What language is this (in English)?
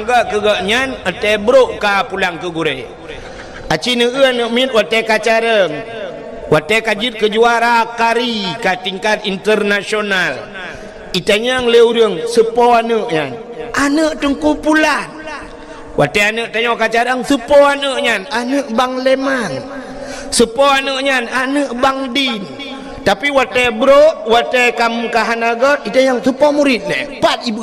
Achinese